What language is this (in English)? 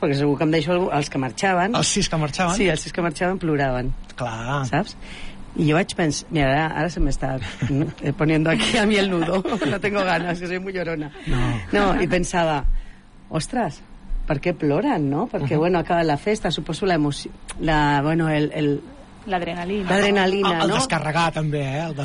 Catalan